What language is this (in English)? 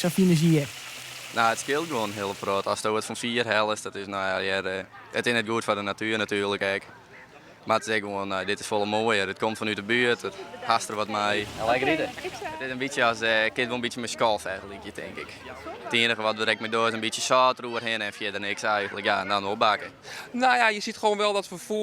Western Frisian